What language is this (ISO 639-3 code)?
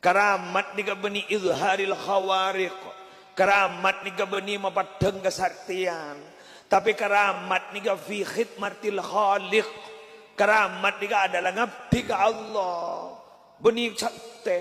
mad